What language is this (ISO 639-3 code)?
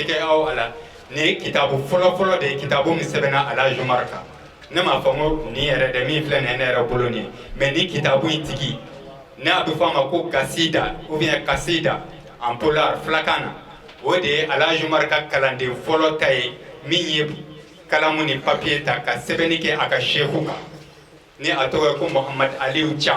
bam